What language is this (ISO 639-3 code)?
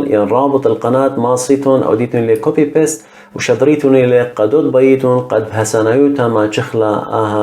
aii